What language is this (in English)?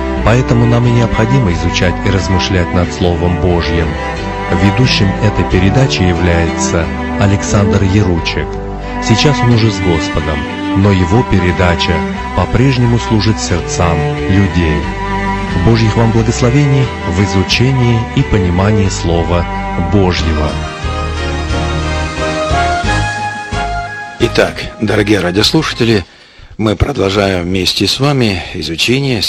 Russian